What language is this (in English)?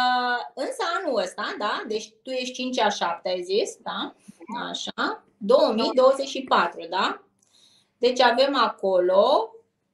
Romanian